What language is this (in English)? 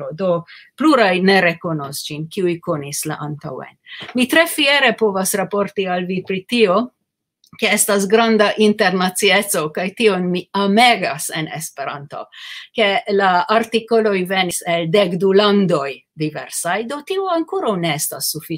Esperanto